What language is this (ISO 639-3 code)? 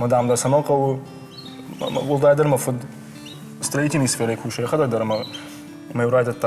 oss